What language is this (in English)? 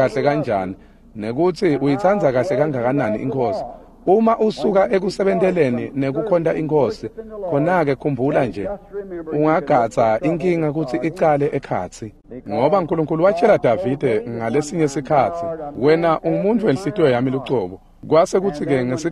Swati